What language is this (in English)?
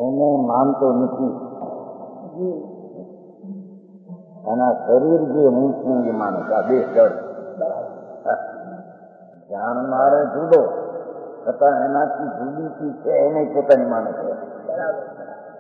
Gujarati